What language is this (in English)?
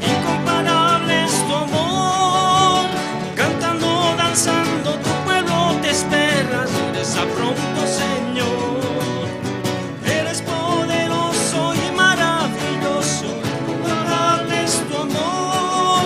South Bolivian Quechua